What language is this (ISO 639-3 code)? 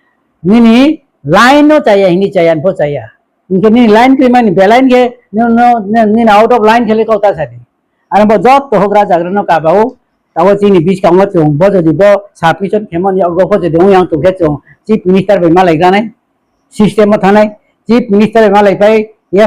ria